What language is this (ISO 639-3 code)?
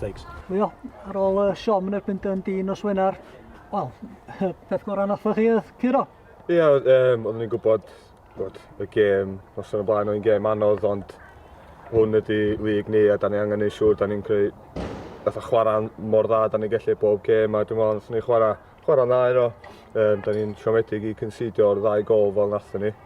cym